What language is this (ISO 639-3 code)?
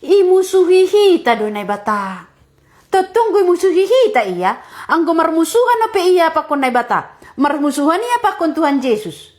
bts